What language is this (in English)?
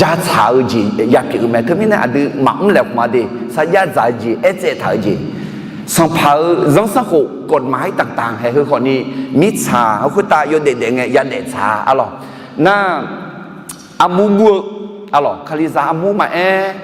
Akha